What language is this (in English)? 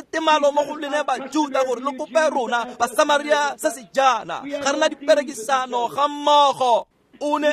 Tswana